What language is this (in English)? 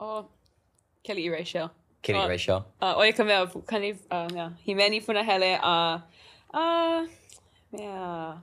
Hawaiian